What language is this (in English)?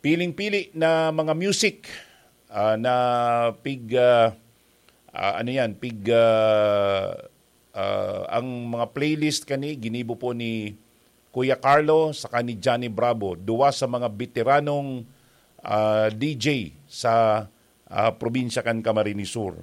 Bikol